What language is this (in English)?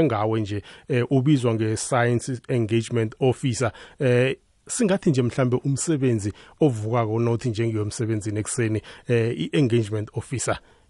South Ndebele